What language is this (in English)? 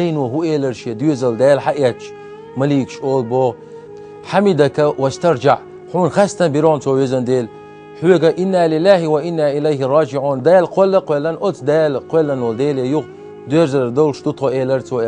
Chechen